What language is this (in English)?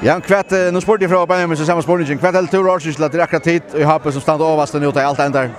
Faroese